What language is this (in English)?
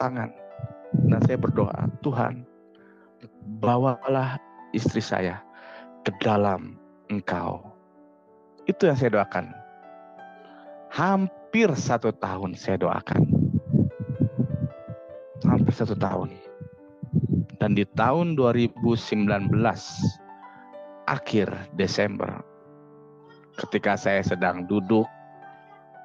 Indonesian